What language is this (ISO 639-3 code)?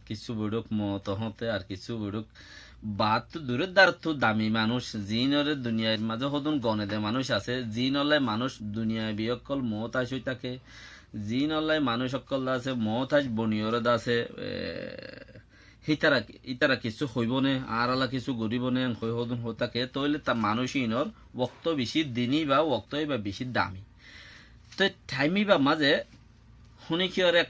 rhg